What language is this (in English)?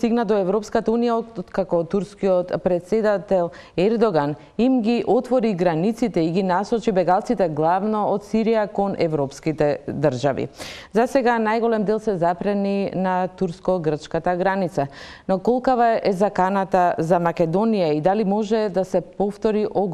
Macedonian